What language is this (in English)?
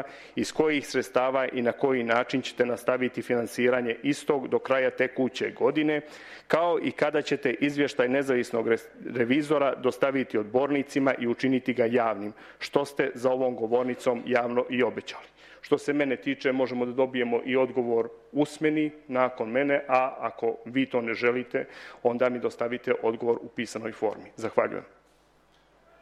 Serbian